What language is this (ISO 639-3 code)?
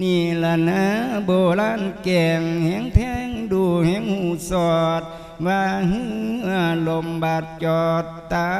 lao